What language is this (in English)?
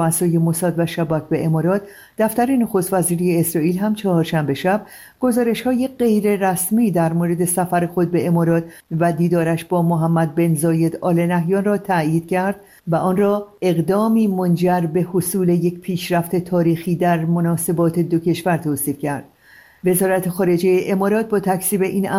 Persian